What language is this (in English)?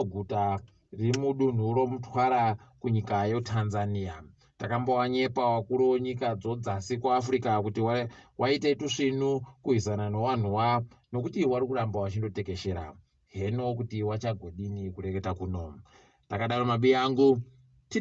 Ndau